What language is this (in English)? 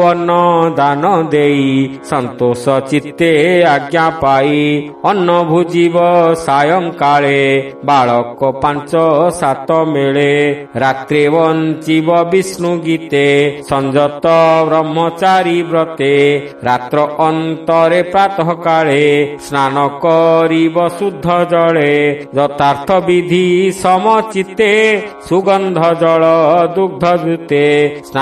Odia